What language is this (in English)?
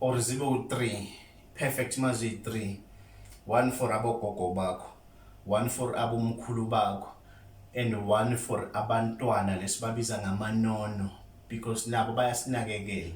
Zulu